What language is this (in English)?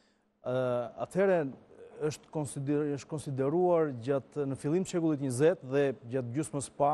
Albanian